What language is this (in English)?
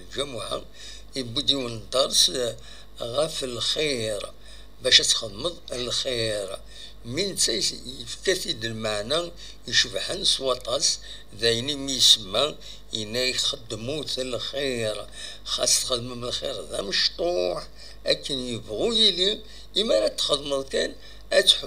Kabyle